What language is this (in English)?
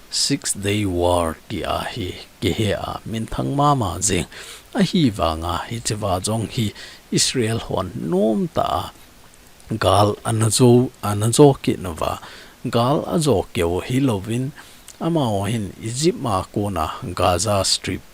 Thado Chin